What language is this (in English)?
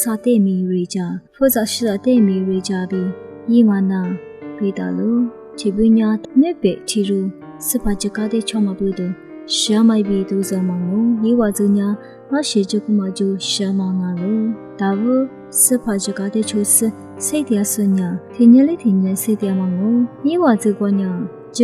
Lisu